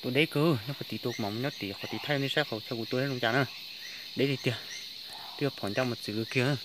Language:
Hmong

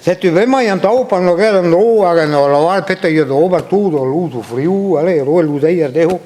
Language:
Breton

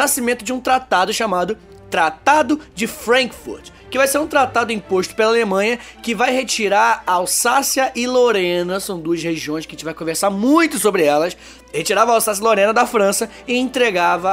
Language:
Portuguese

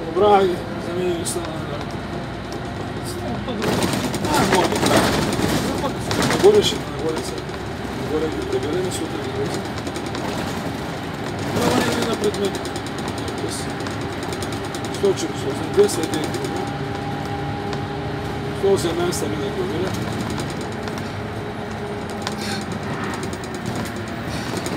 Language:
Bulgarian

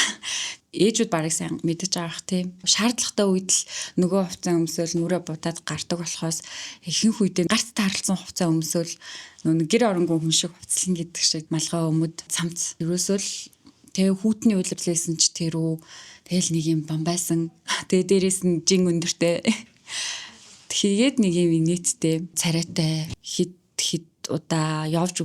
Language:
Mongolian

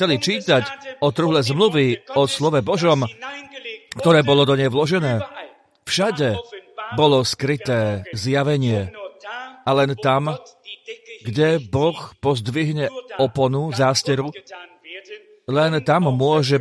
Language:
Slovak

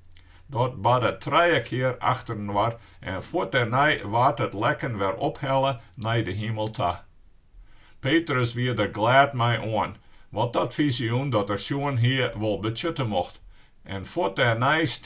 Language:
Western Frisian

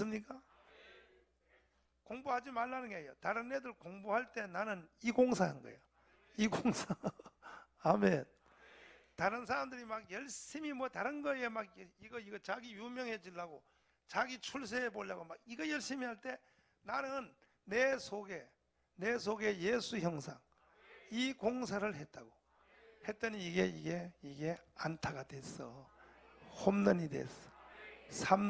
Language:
Korean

